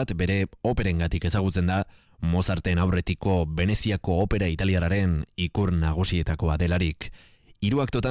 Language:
Basque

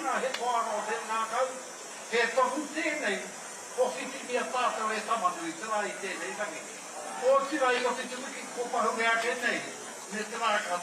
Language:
Māori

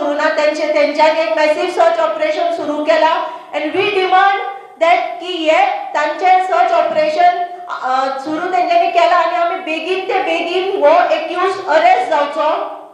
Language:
Konkani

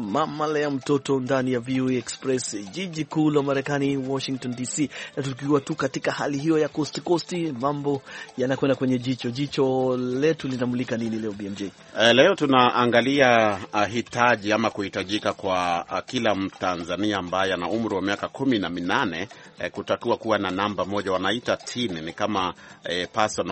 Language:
Swahili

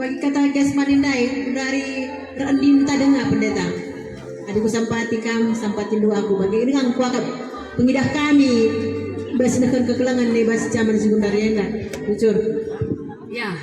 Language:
Batak Karo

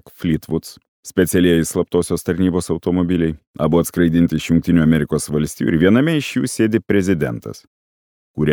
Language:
Lithuanian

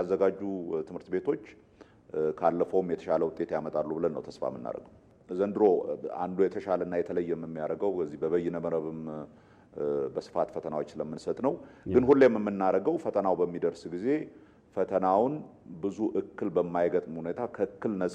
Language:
Amharic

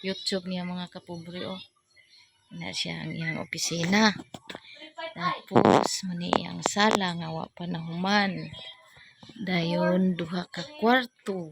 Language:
Cebuano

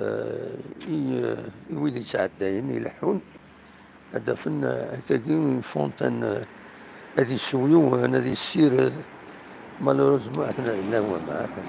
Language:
Kabyle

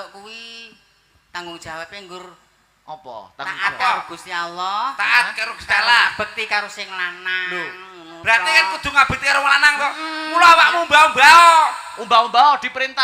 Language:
Javanese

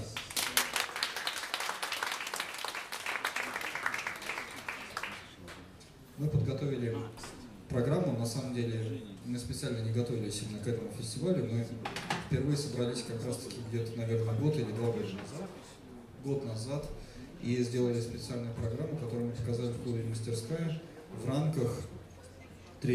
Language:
Russian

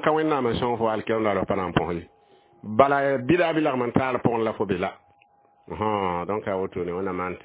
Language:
Mossi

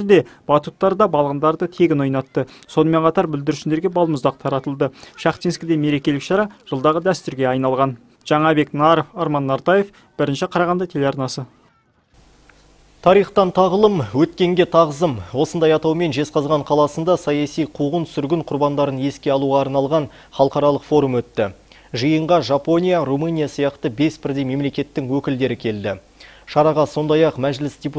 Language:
Kazakh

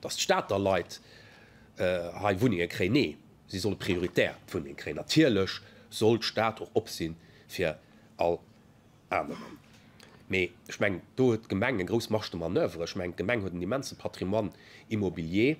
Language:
Luxembourgish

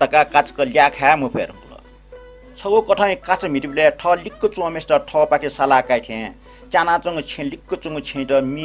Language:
Newari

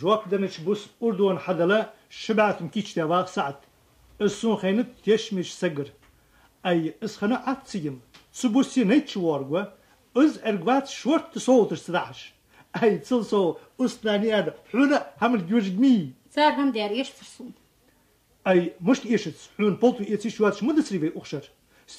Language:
Ingush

